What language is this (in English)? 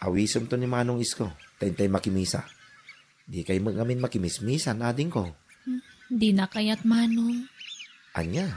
Iloko